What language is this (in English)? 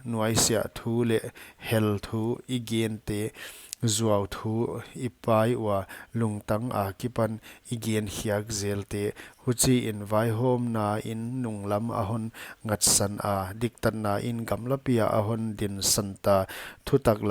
Paite Chin